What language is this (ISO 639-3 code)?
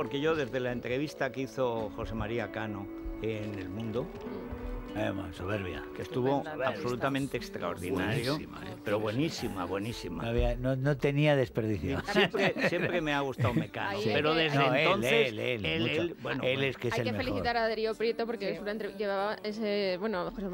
spa